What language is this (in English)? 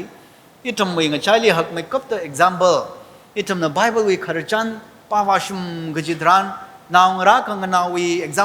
Tangkhul Naga (India)